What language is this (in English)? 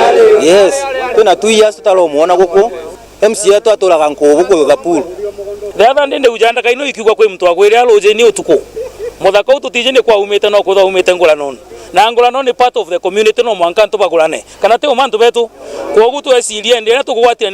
Meru